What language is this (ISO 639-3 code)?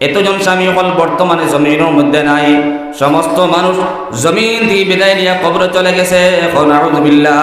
syl